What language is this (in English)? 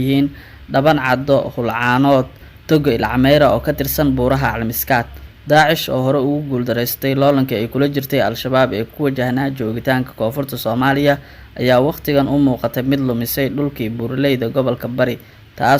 Somali